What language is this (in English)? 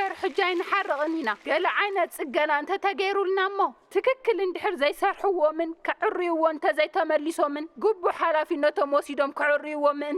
Tigrinya